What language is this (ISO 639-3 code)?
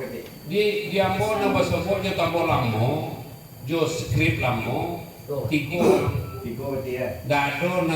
min